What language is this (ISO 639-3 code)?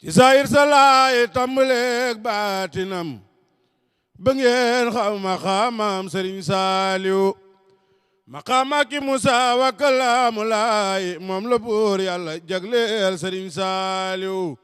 wol